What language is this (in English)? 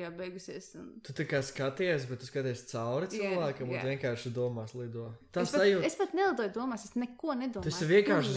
Latvian